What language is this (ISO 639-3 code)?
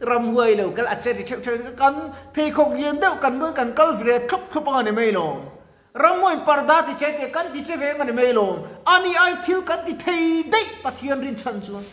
lus